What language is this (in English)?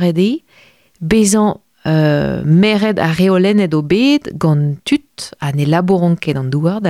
Breton